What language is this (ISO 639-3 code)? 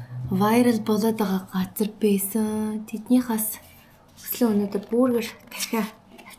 mon